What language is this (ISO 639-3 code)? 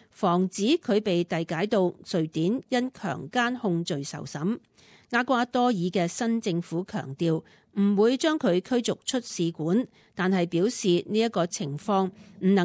yue